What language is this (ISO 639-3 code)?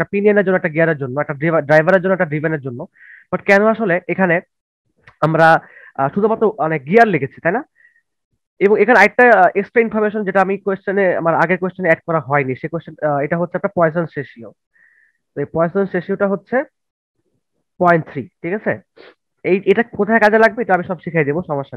ben